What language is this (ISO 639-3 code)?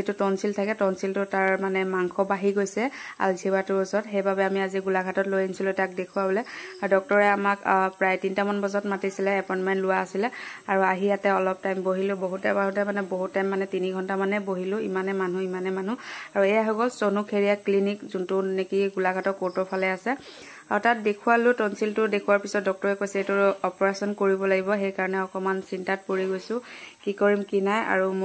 asm